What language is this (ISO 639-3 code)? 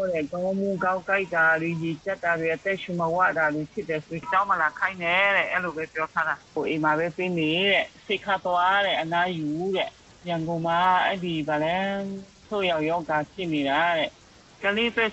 mya